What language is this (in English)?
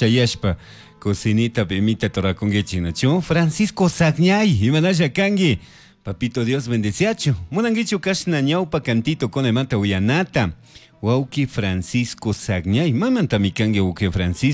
Chimborazo Highland Quichua